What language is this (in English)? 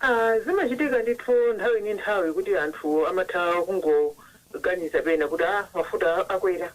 Nyanja